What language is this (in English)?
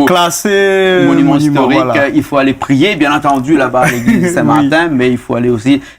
Réunion Creole French